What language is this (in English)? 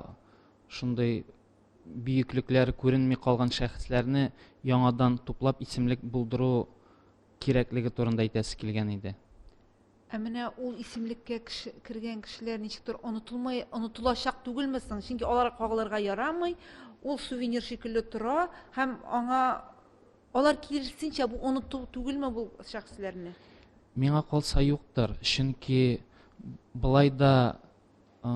Tatar